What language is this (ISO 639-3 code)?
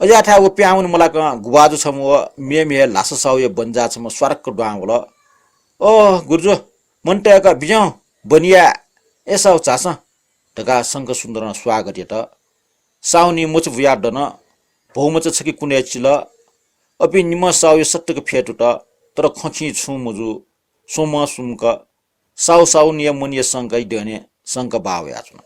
new